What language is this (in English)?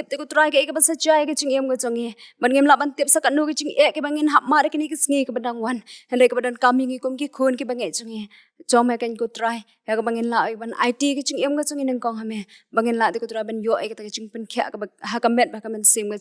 Khasi